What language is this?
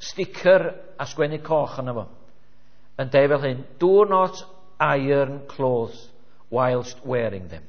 Welsh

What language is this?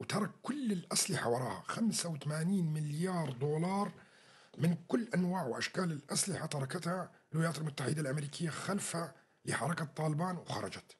North Levantine Arabic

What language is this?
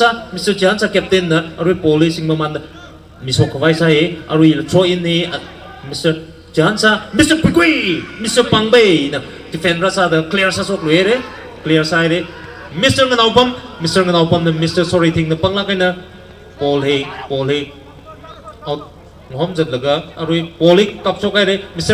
Tangkhul Naga (India)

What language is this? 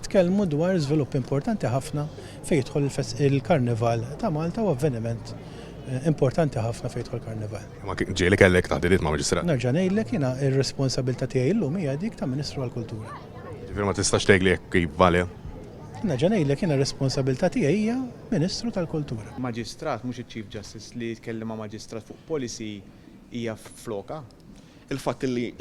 Maltese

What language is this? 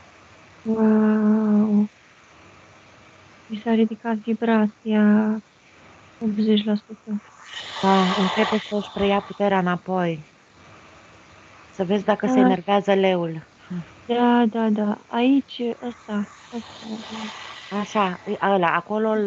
Romanian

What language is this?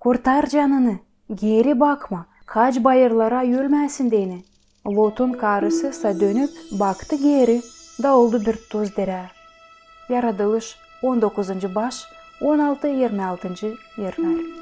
Gagauz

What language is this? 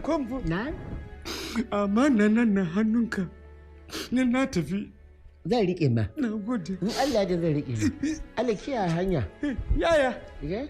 Hausa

